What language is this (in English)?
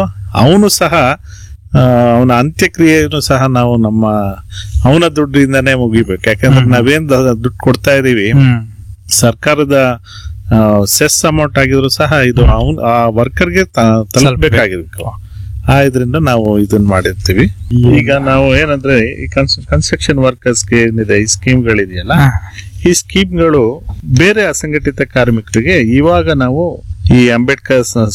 Kannada